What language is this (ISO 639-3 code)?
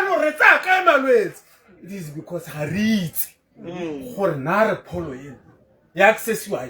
tsn